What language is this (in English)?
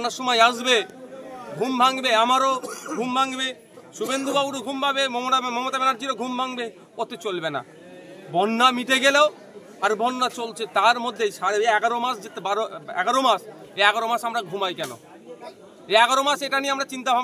Bangla